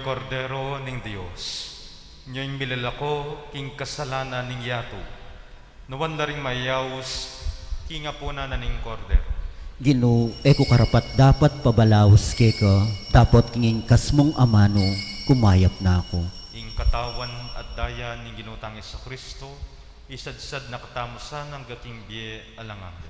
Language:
Pampanga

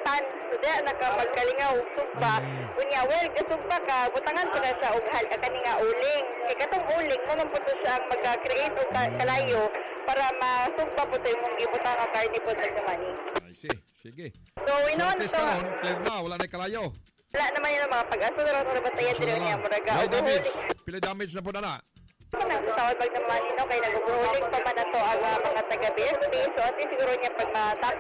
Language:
Cebuano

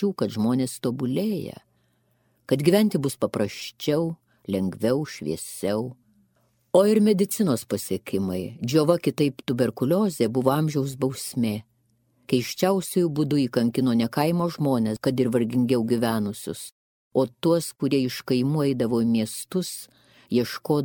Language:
Lithuanian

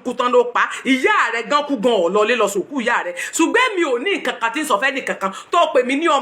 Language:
Yoruba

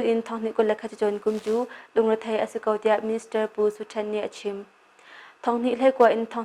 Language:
Hakha Chin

